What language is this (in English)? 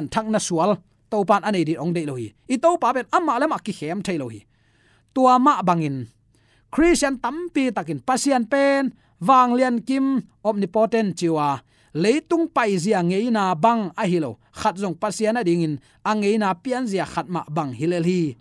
Tedim Chin